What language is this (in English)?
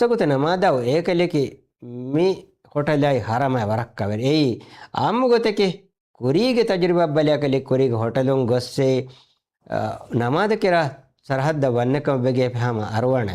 Divehi